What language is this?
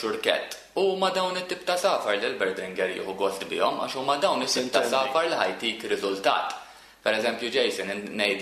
Maltese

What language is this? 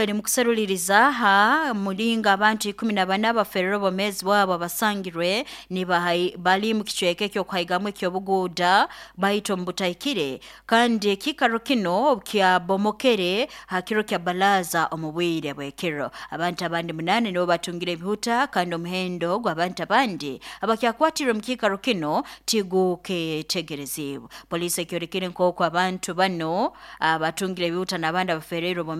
Nyoro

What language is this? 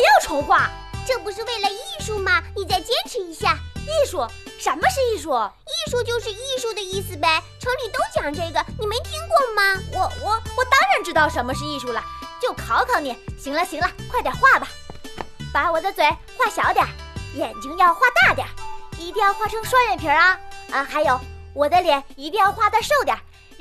Chinese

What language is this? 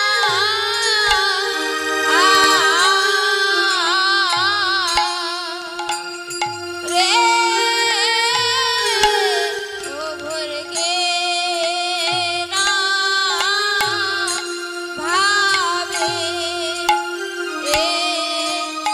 Bangla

